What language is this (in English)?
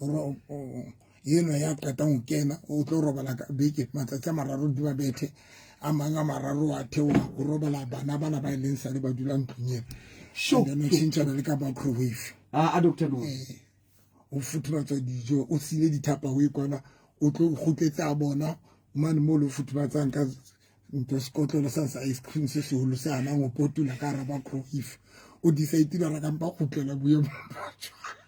Southern Sotho